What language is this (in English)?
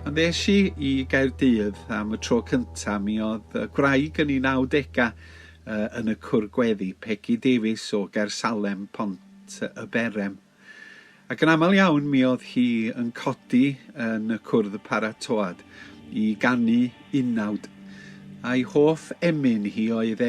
Welsh